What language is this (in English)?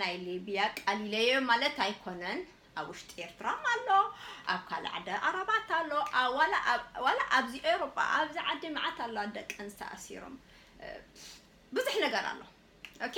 Tigrinya